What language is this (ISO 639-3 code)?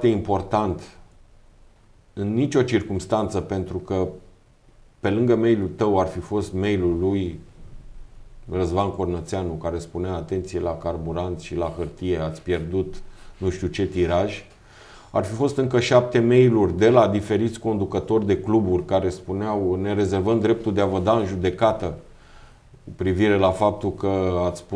ron